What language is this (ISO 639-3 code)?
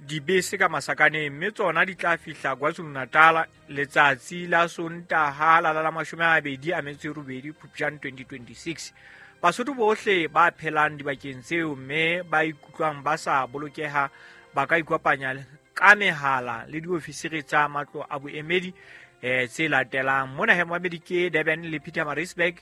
sot